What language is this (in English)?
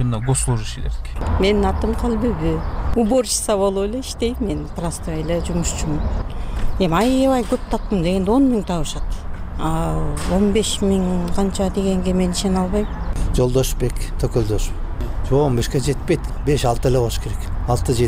Kyrgyz